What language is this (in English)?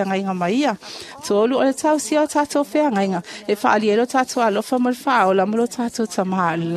Samoan